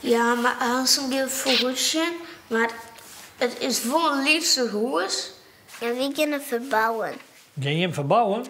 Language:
Western Frisian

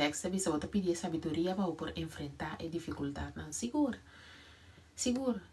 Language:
Papiamento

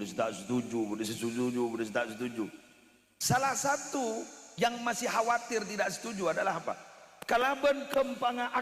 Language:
Madurese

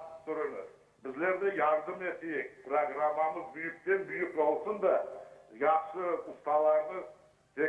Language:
Crimean Tatar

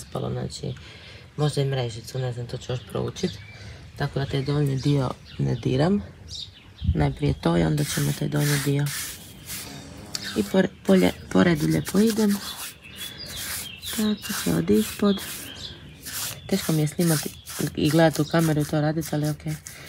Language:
Croatian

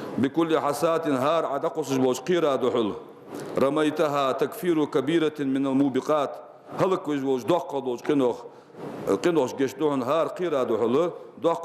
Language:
Ingush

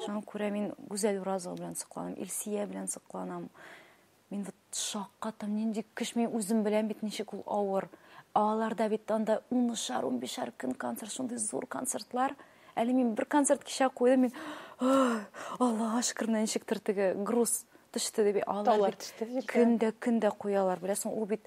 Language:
Tatar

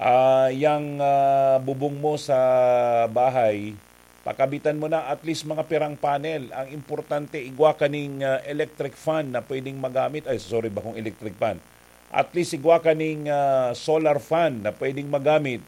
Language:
Bikol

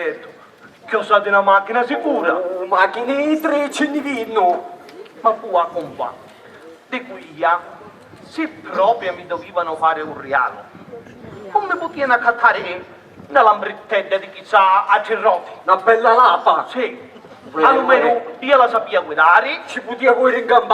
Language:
Sicilian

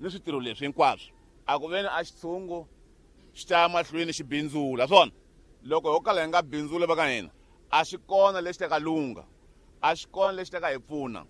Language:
Tsonga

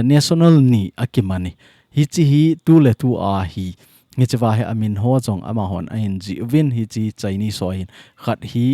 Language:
Thado Chin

